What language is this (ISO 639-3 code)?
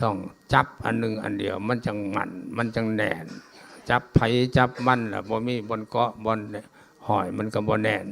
lao